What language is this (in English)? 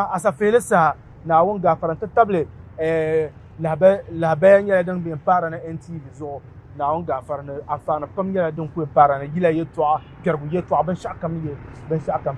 Dagbani